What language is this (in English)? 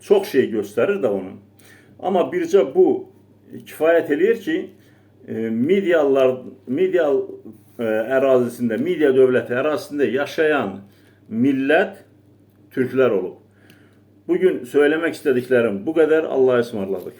Azerbaijani